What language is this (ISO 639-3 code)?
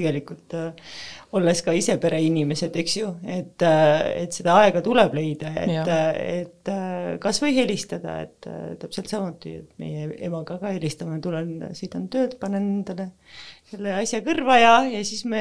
est